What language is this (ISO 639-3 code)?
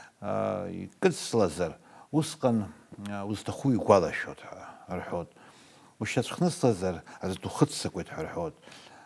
abk